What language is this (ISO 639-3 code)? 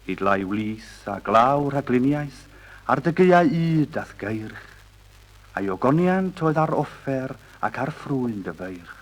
cym